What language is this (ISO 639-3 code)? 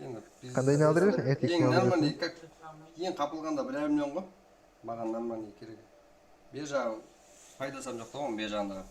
kaa